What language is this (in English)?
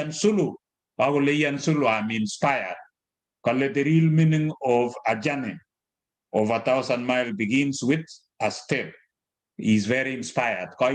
Kalenjin